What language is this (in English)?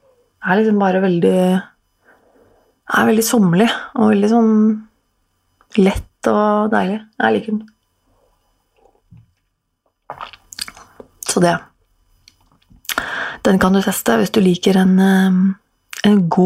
Norwegian